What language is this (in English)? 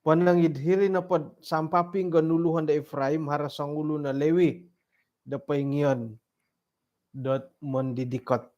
Central Dusun